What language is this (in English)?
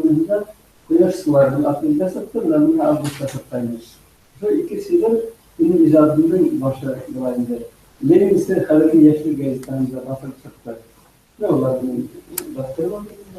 Bashkir